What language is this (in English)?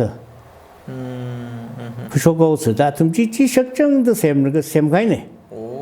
Tangkhul Naga (India)